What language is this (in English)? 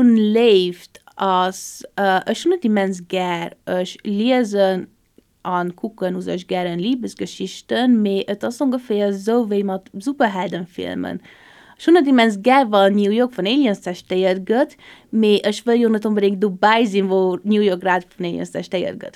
Luxembourgish